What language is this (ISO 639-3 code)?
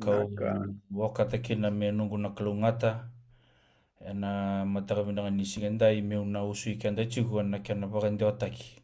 fij